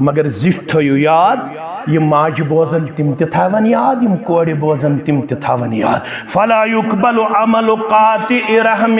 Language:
Kashmiri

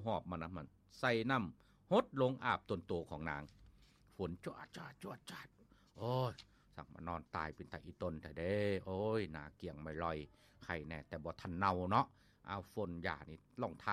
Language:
Lao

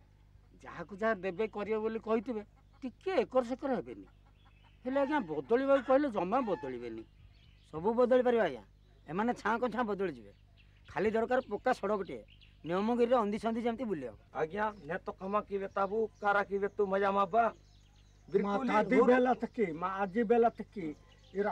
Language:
Odia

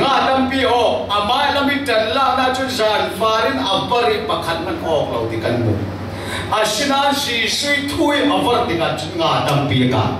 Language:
Falam Chin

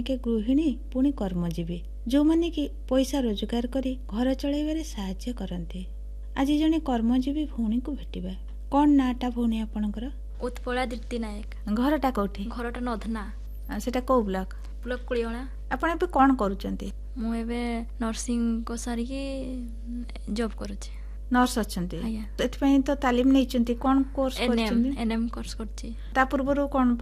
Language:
Odia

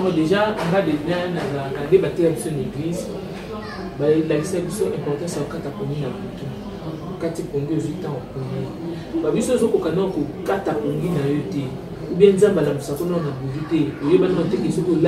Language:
Lingala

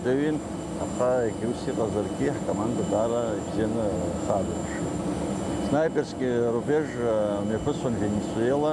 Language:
Abkhazian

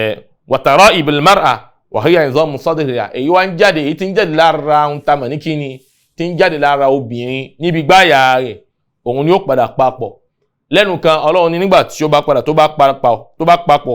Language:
Yoruba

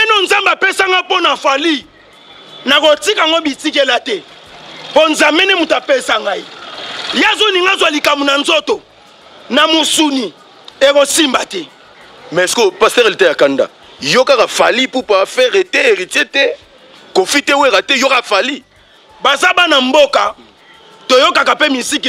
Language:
Lingala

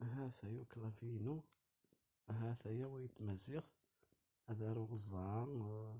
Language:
Kabyle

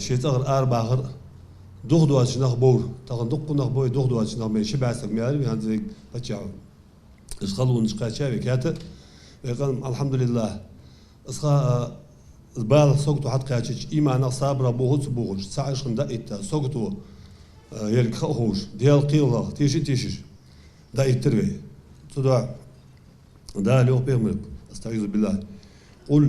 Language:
Ingush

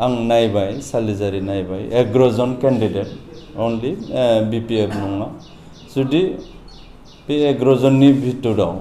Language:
Bodo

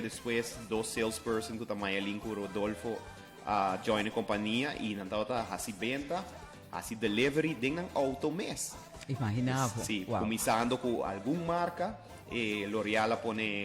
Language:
Papiamento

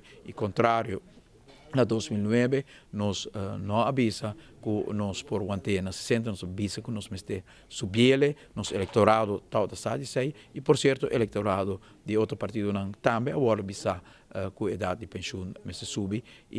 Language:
Papiamento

